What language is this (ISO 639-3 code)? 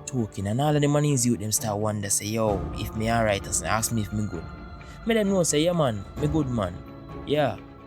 jam